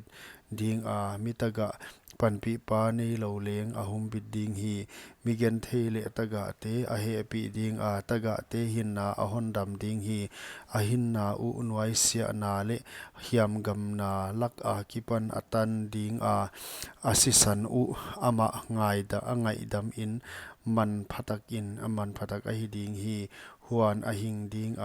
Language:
Paite Chin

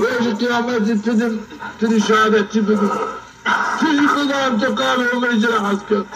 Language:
Zaza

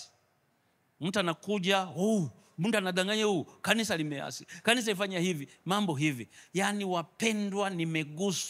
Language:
Swahili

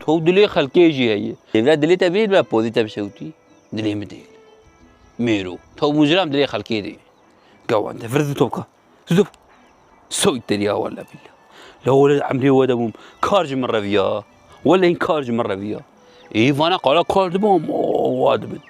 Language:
Kurdish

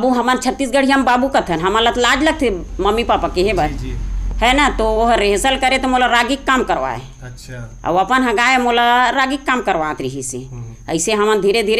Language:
Chhattisgarhi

